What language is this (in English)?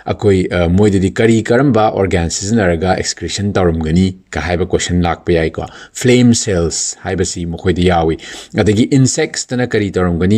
Manipuri